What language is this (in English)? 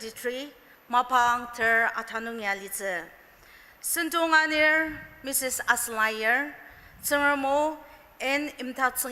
Ao Naga